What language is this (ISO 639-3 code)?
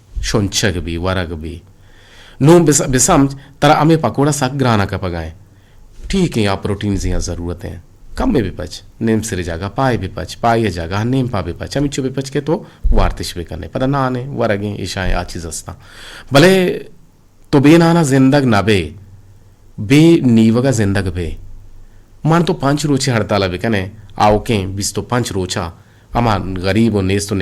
bgp